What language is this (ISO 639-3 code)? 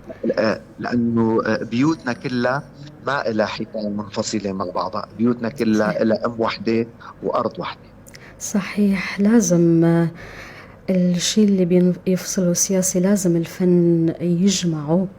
apc